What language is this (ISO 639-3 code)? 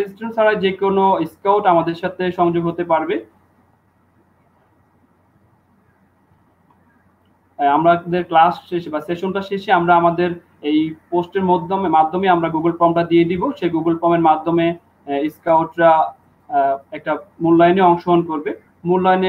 ben